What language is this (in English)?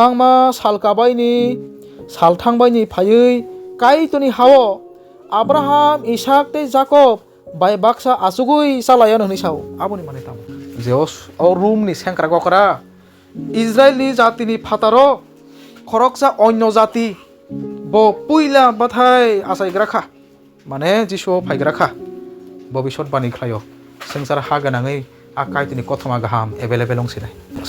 Kok Borok